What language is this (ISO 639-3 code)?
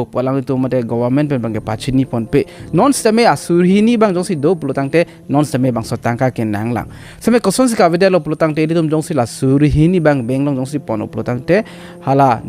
mjw